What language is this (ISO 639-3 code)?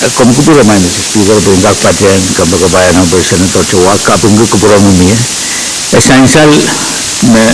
pon